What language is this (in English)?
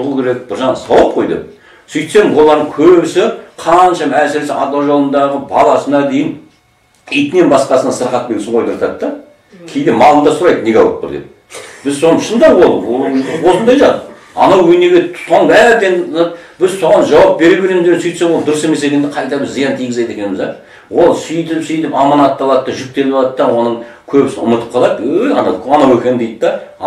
Kazakh